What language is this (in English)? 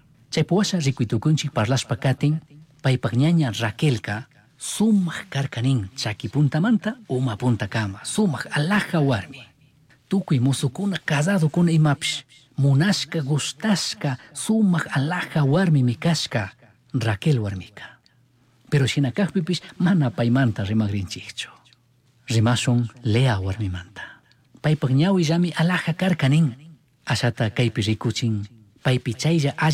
Chimborazo Highland Quichua